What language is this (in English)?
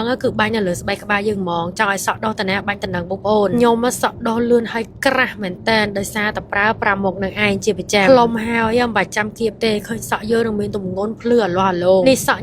Khmer